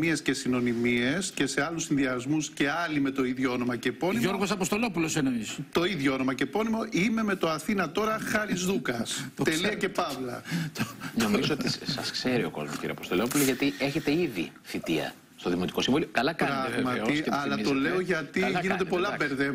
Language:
Greek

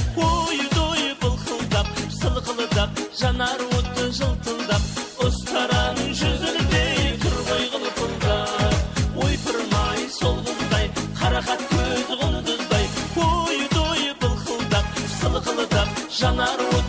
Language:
Kara-Kalpak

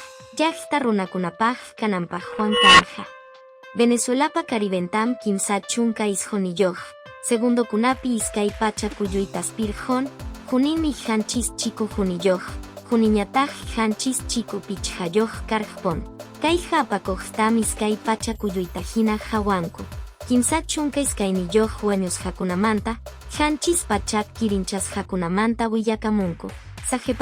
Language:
Quechua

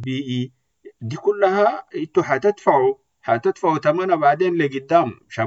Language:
Sudanese Arabic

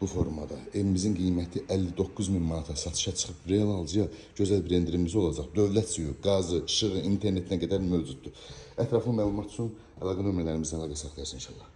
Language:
Azerbaijani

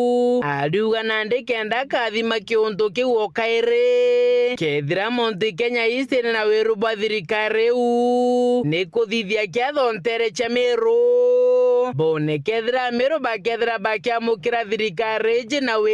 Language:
Meru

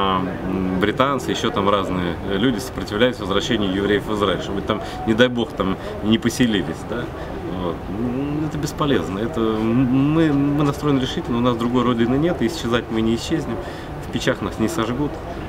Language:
Russian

